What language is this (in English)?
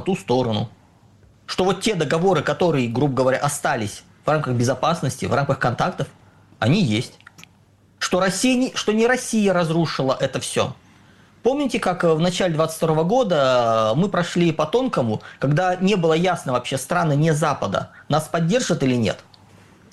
Russian